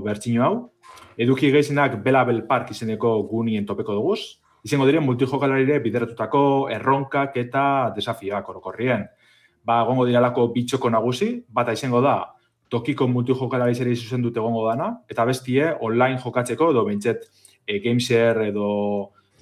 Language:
Basque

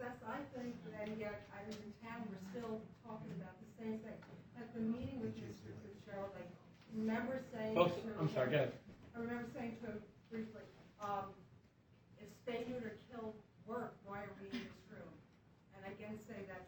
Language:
English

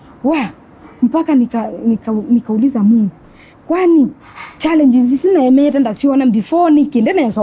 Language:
Kamba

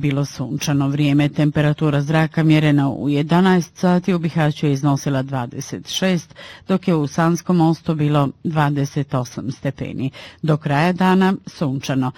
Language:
Bosnian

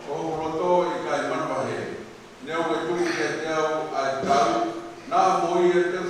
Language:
Tongan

